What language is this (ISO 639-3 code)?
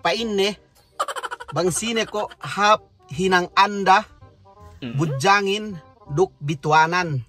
yka